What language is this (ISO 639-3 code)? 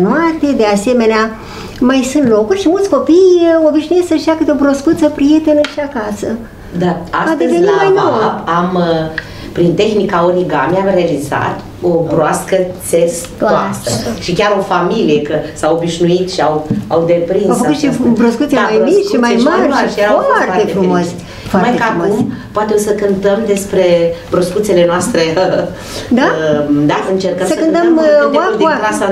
ron